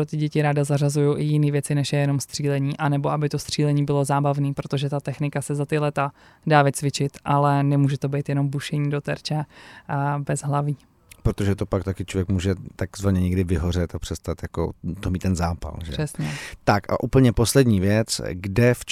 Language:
Czech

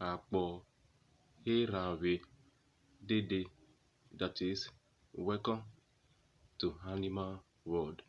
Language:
Urhobo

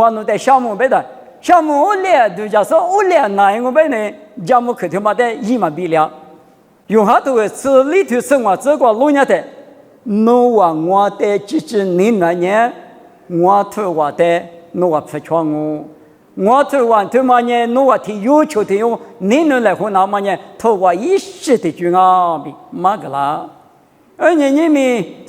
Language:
Lisu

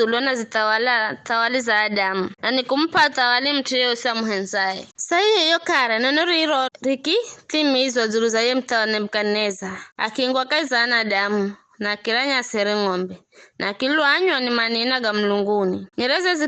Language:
Giryama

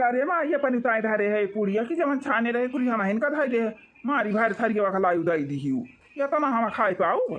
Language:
Awadhi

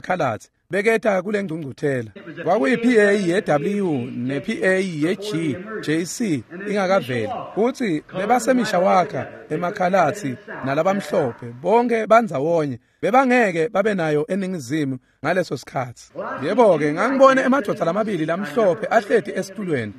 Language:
Swati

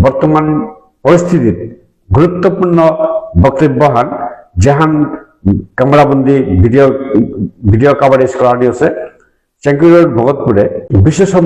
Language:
Bishnupriya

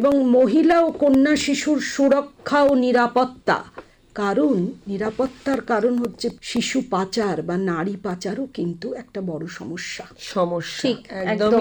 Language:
Bangla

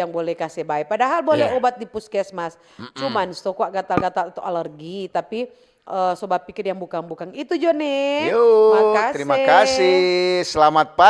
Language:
Manado Malay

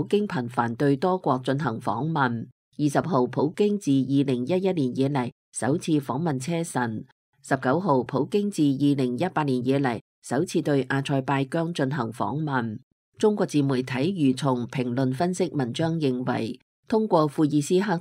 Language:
Cantonese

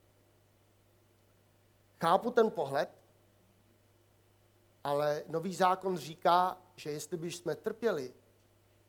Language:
Czech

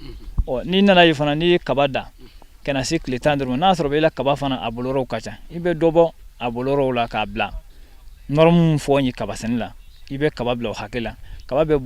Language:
Bambara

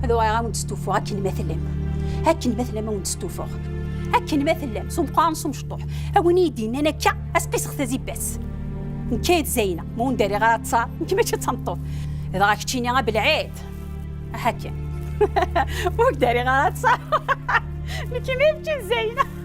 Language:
Kabyle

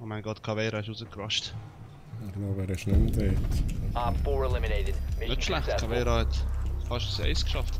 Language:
Swiss German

